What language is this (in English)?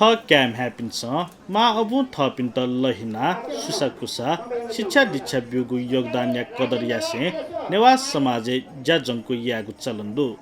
Newari